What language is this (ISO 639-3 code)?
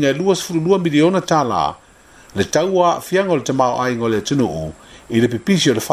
smo